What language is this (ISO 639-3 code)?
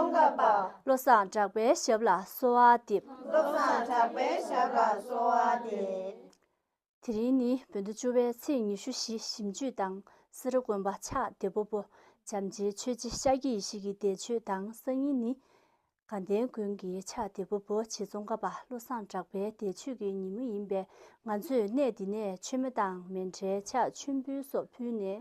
bod